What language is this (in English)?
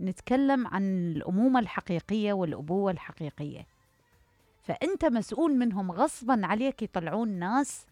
Mesopotamian Arabic